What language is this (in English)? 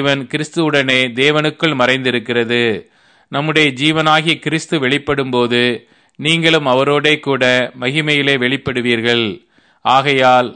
Tamil